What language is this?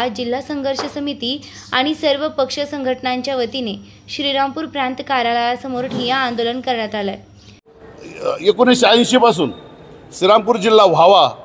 Marathi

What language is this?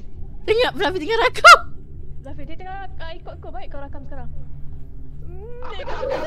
Malay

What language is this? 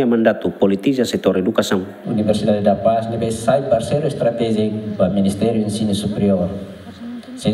Tetum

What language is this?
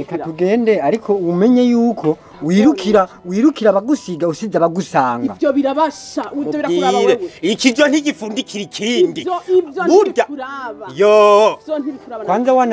Rundi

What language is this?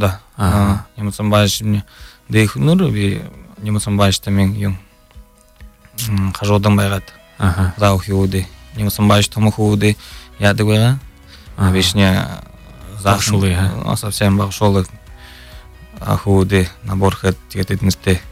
Buriat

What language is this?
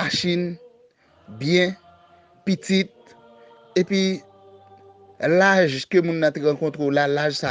Haitian Creole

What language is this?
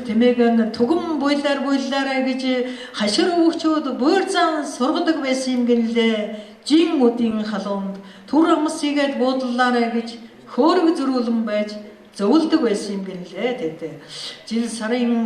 Mongolian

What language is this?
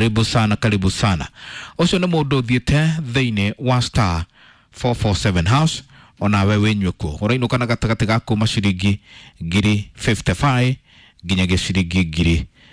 Kikuyu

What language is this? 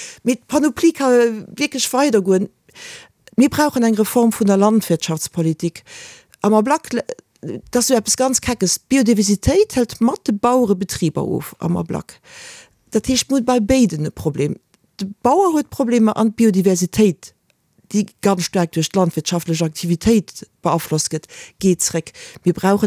Luxembourgish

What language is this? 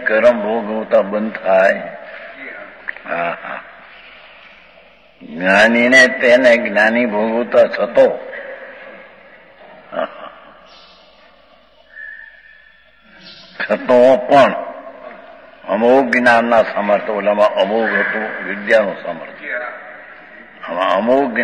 Gujarati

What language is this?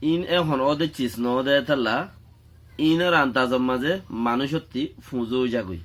Rohingya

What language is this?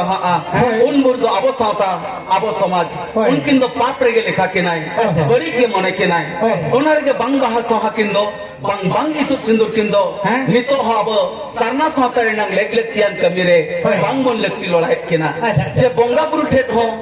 Santali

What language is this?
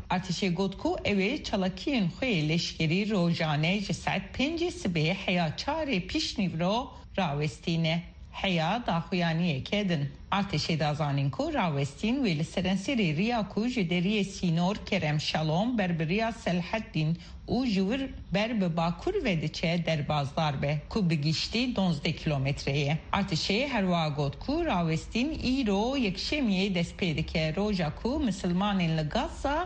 Kurdish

